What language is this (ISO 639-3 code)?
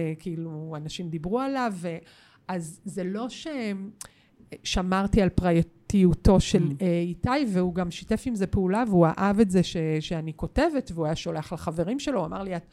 heb